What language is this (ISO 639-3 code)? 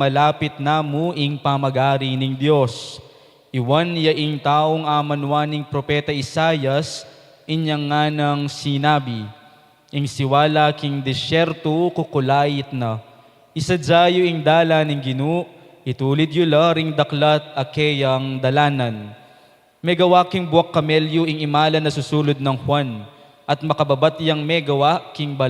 pam